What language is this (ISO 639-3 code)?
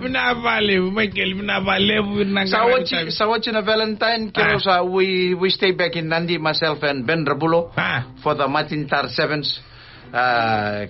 fij